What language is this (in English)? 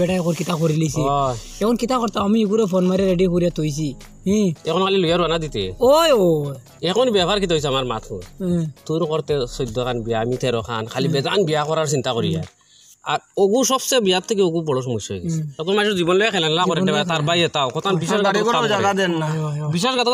Sylheti